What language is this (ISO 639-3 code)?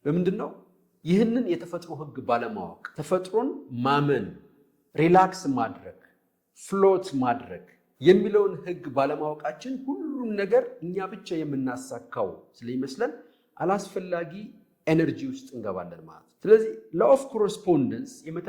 amh